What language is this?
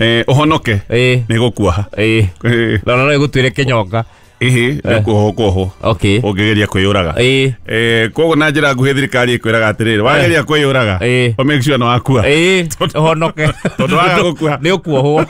Kikuyu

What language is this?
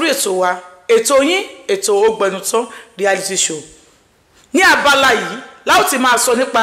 Yoruba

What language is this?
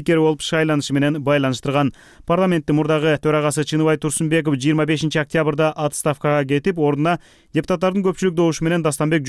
Kyrgyz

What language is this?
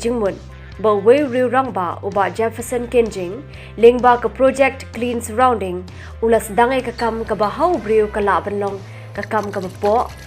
Khasi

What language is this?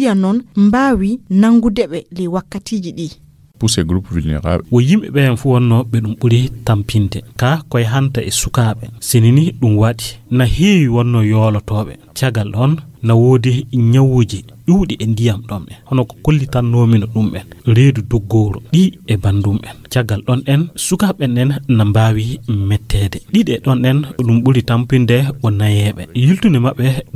Nigerian Fulfulde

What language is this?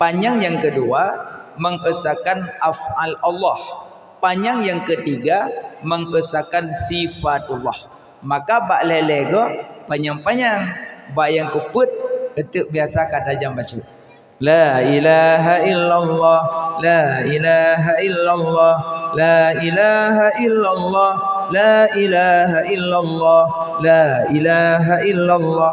Achinese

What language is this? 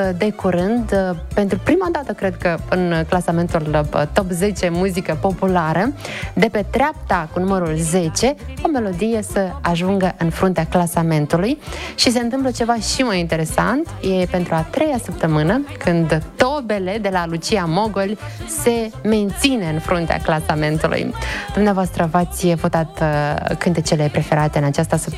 Romanian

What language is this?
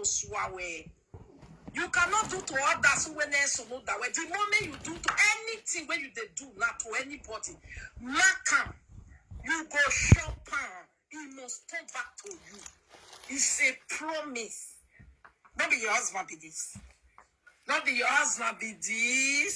Nigerian Pidgin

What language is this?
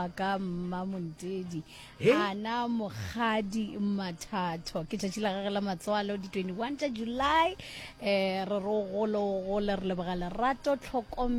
Northern Sotho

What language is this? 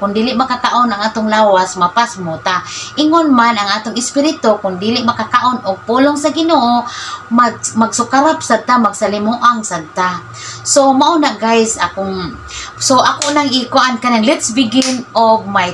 Cebuano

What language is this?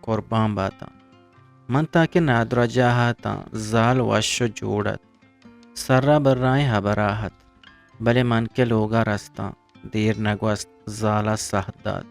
Eastern Balochi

